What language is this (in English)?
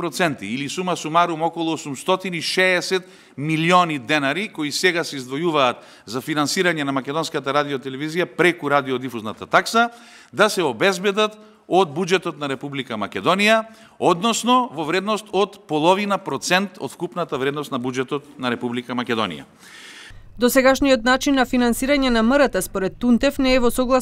Macedonian